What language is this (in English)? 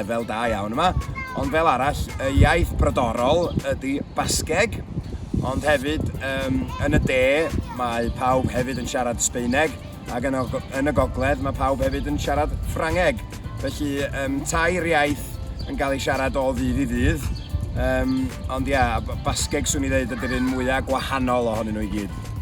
Welsh